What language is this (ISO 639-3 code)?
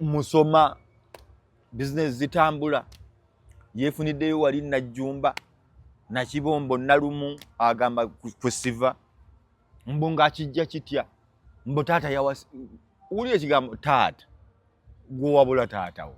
lug